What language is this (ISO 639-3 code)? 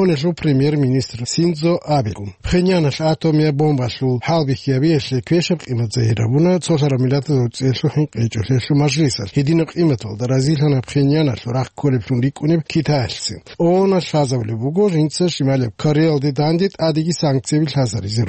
ava